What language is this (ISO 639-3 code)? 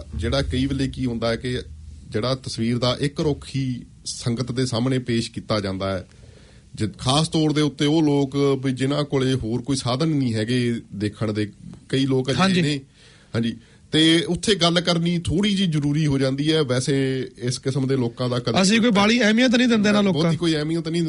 pan